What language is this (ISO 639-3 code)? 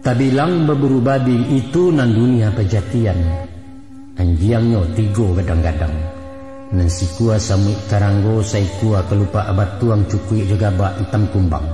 min